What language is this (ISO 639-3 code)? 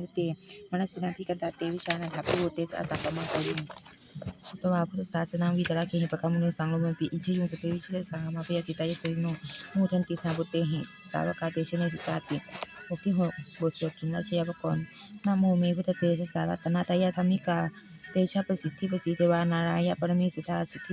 pli